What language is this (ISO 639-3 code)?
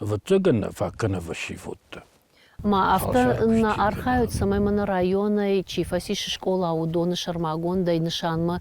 oss